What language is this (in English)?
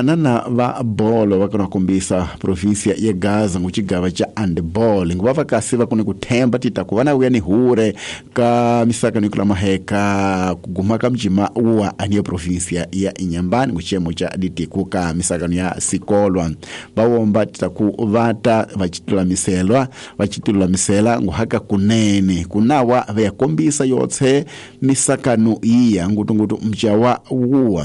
Tsonga